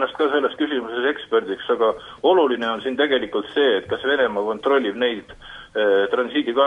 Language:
Estonian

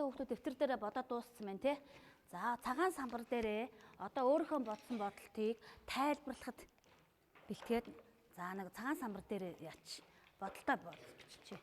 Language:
Mongolian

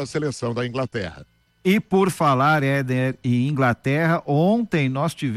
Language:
Portuguese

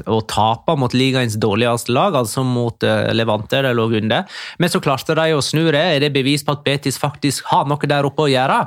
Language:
Norwegian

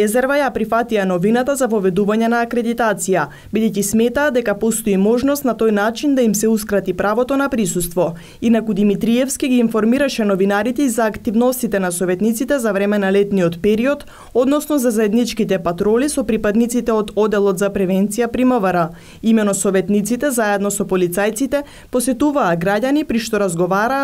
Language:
Macedonian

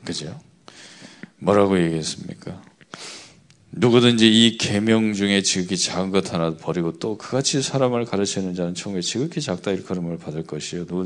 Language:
Korean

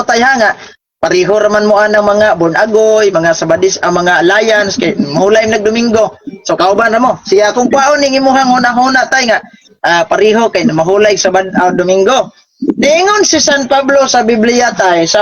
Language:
Cebuano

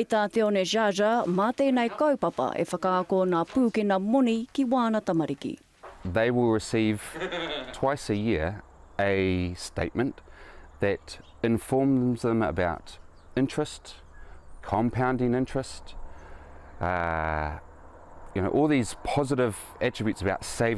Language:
Māori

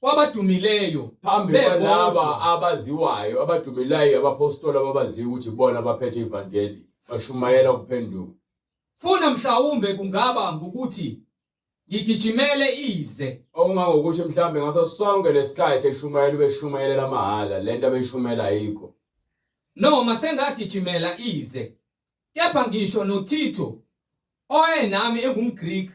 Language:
Zulu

